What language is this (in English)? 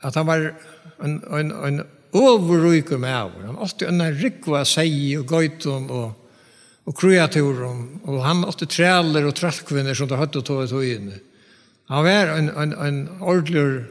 Faroese